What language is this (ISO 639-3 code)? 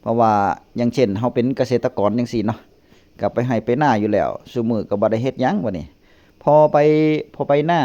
tts